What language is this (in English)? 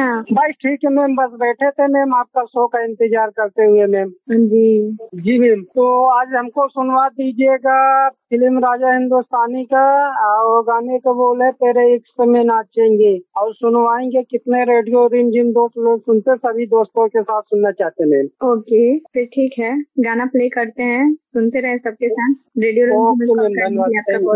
Hindi